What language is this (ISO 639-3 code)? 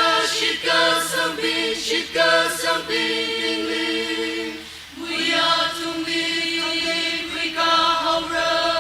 nmf